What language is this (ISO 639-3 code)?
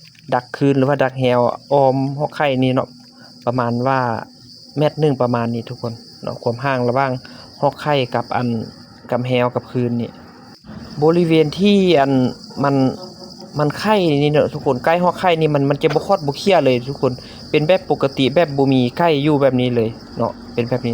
lao